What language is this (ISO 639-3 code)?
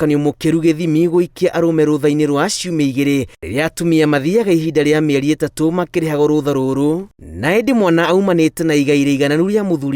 kik